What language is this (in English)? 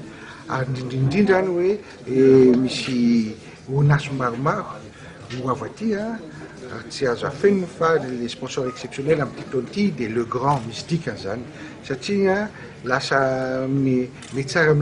Malagasy